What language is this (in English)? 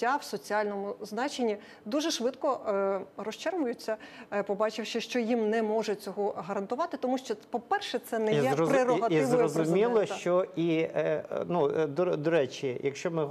Ukrainian